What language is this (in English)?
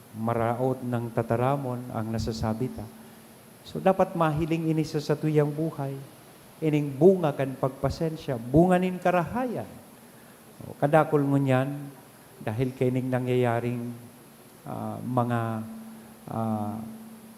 Bikol